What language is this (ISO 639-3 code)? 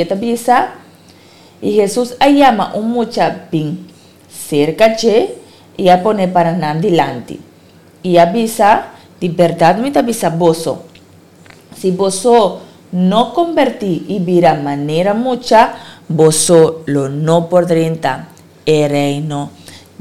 pap